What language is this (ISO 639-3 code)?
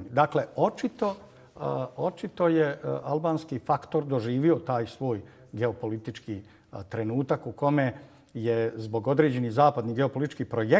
bos